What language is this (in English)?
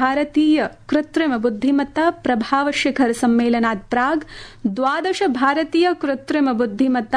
Sanskrit